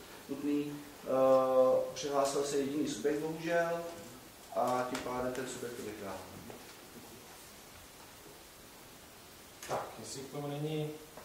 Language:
Czech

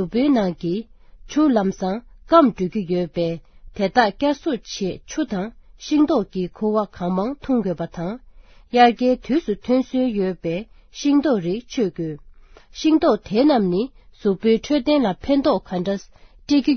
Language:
Tibetan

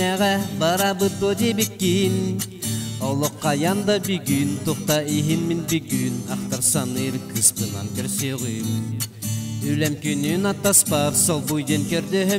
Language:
Yakut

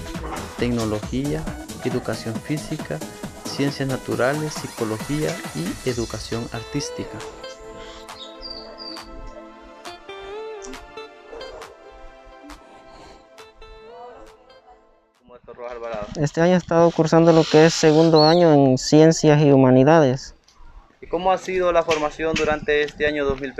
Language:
Spanish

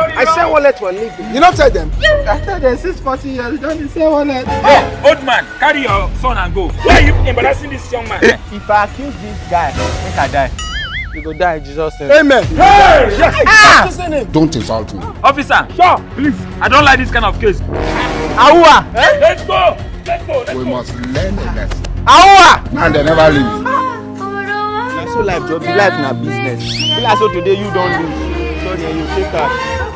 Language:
Nigerian Pidgin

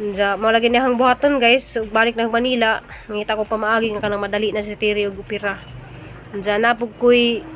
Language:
Cebuano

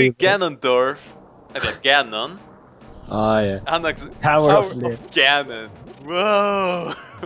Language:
Faroese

